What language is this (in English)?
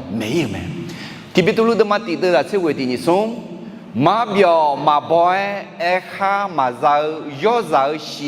Akha